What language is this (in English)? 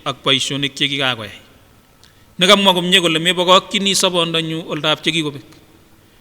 Kipsigis